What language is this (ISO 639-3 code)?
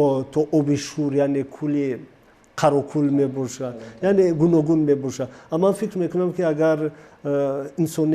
tgk